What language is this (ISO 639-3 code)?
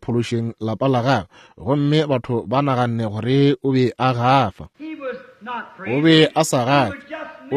nso